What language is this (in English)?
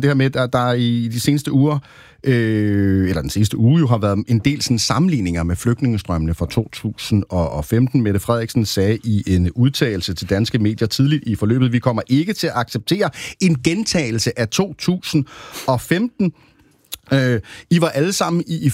Danish